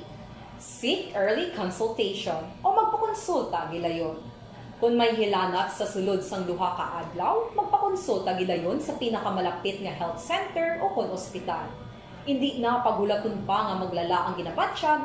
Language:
Hiligaynon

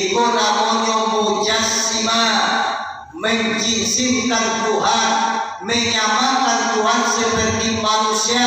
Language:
Minangkabau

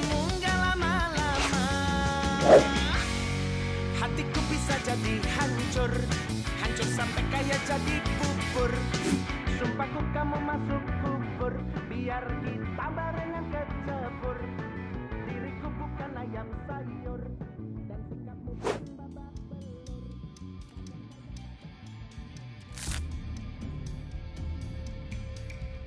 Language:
Indonesian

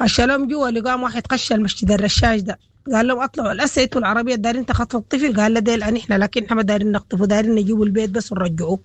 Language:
Sudanese Arabic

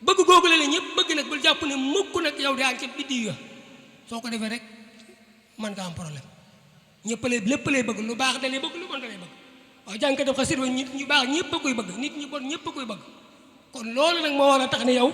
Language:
Wolof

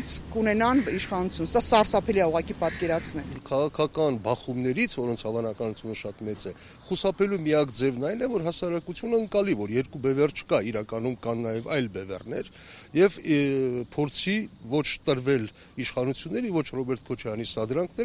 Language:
Armenian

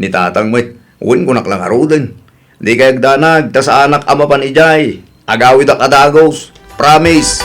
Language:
Iloko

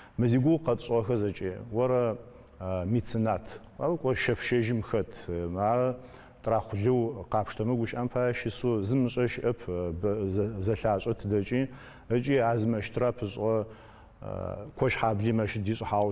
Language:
Adyghe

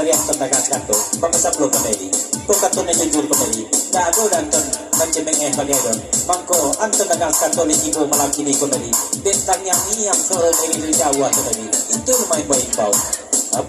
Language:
Minangkabau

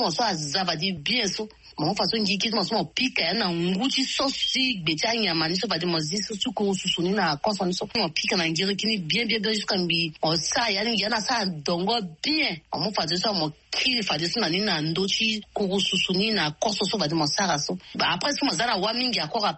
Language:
Sango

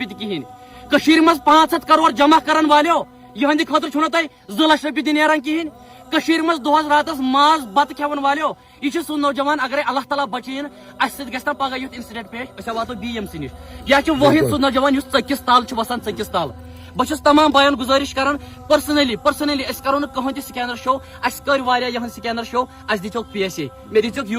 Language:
Kashmiri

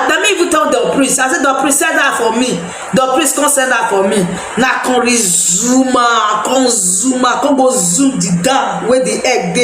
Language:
Nigerian Pidgin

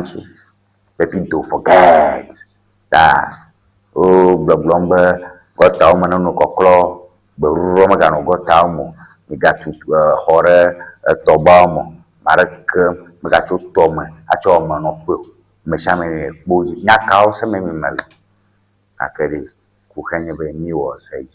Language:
Ewe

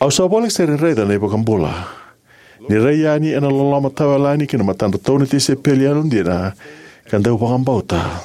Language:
Fijian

